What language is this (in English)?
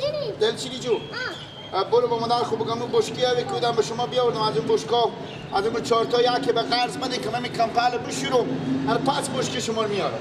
Persian